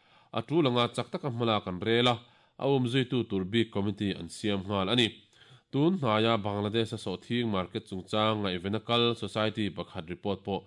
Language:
Mizo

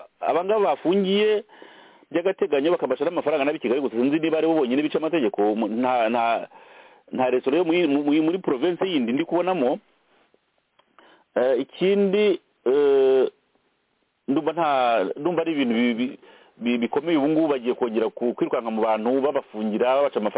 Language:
Kinyarwanda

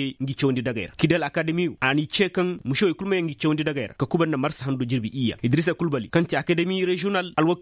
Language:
Koyraboro Senni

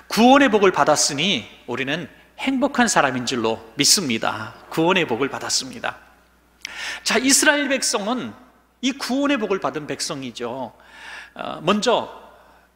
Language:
Korean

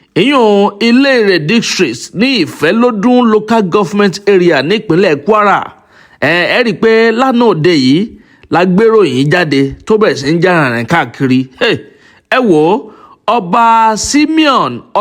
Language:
Yoruba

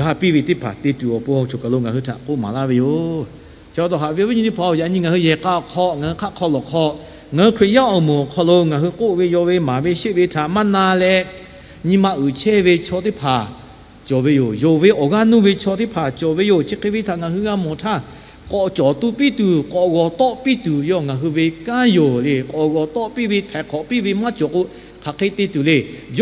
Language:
Lahu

